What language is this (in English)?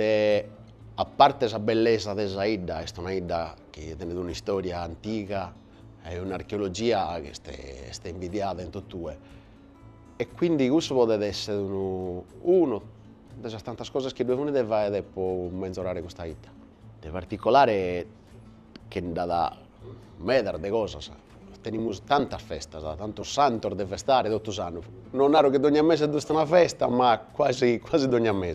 Sardinian